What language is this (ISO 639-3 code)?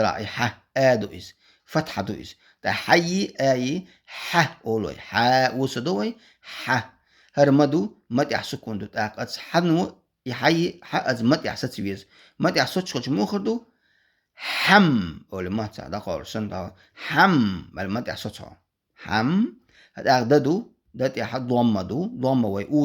che